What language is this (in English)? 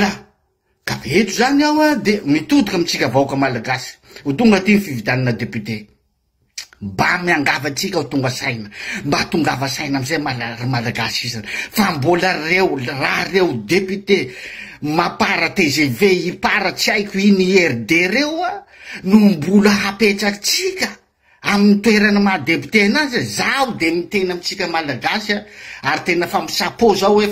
Malagasy